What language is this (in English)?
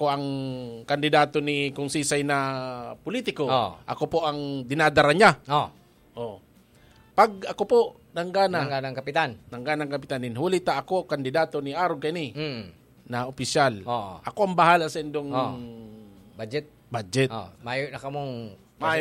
Bikol